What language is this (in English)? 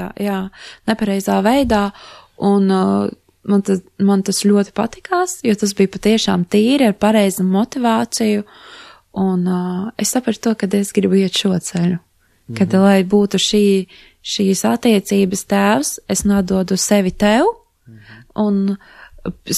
Latvian